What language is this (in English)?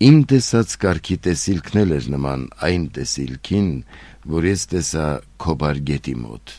Armenian